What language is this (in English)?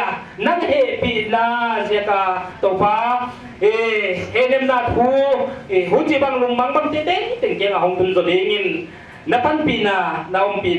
Paite Chin